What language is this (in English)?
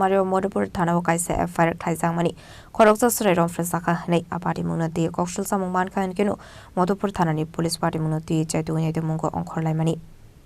Kok Borok